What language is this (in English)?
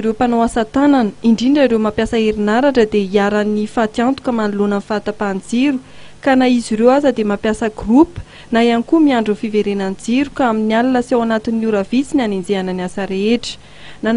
Malagasy